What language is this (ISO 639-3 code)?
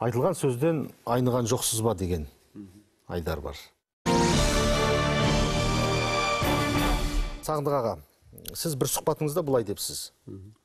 kaz